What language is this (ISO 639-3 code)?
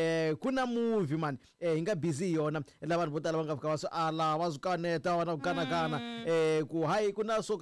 tso